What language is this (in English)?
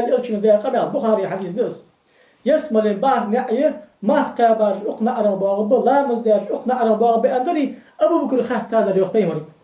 Ingush